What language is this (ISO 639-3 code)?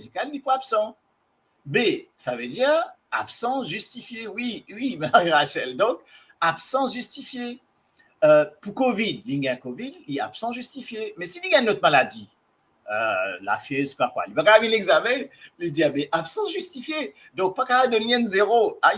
mfe